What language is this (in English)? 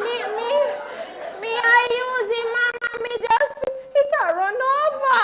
Jamaican Creole English